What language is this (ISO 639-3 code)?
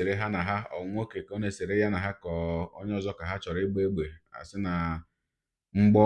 ibo